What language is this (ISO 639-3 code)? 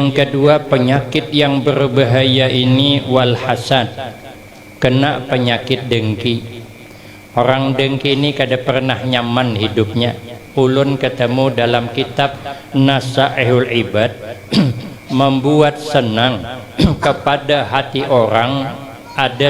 bjn